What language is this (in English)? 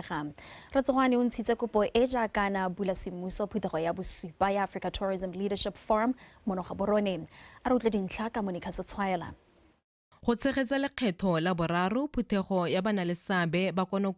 Tswana